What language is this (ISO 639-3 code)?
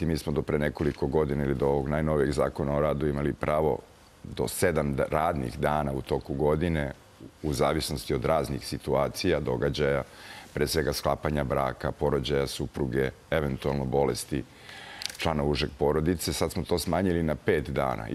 srp